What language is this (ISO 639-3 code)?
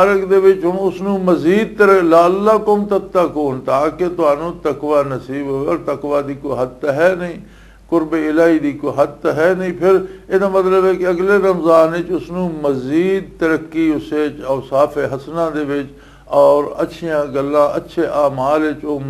lah